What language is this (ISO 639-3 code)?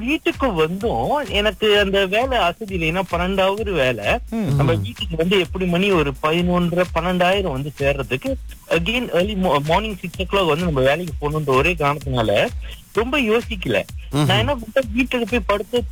tam